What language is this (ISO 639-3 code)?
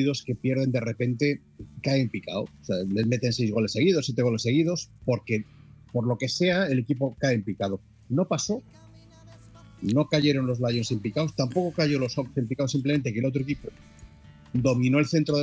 spa